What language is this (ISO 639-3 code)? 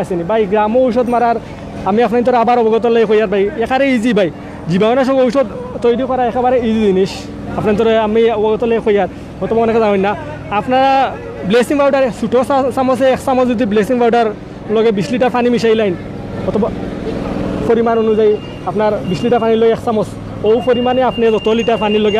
syl